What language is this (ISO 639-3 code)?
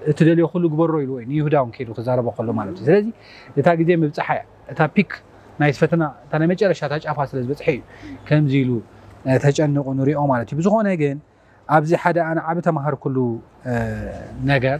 tir